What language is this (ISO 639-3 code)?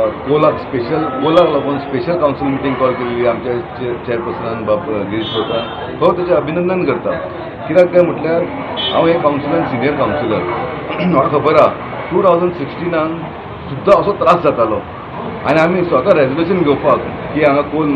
kok